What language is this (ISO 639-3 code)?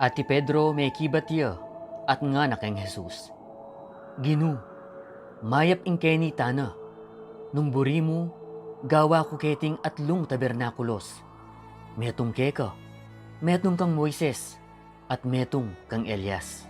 pam